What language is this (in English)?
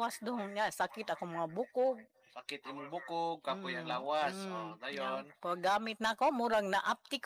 Cebuano